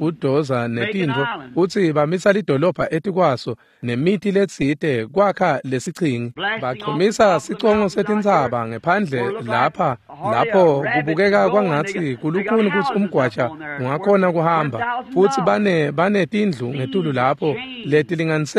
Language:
Swati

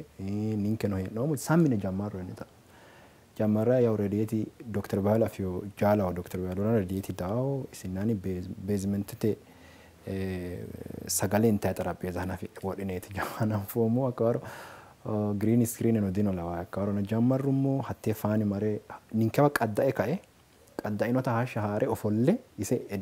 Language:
Sidamo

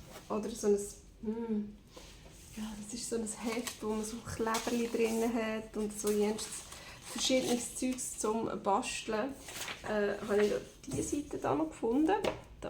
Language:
Swiss German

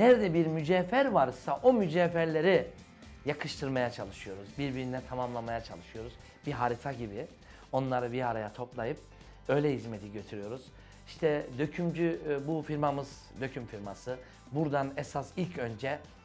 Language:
Turkish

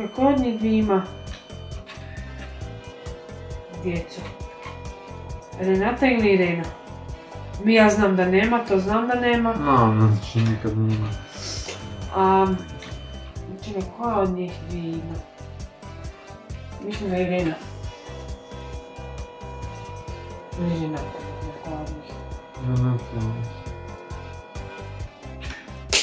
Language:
Croatian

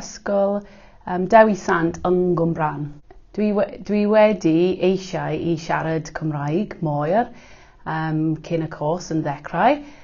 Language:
Welsh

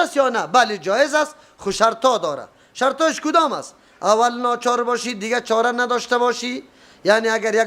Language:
Persian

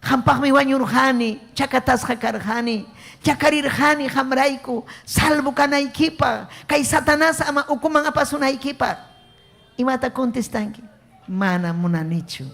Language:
Ayacucho Quechua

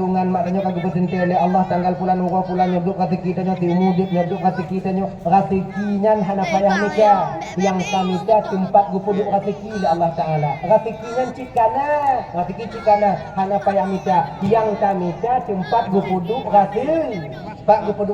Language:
Achinese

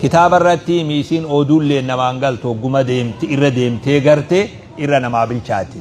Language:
Oromo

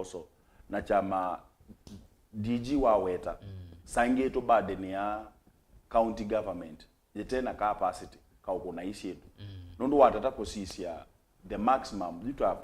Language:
Kamba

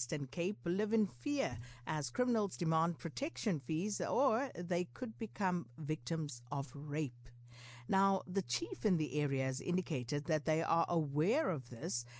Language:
English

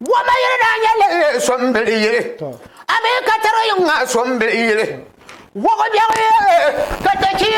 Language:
Dagbani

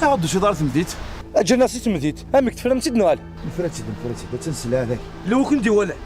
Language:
Kabyle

